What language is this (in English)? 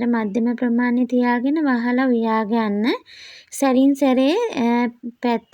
Sinhala